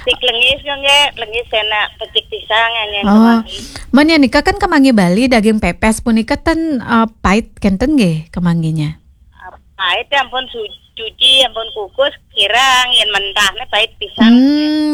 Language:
Balinese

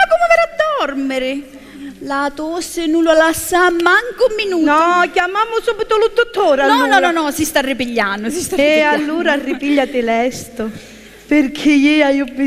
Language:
Sicilian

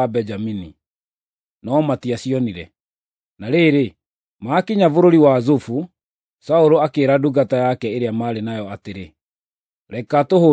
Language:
Kikuyu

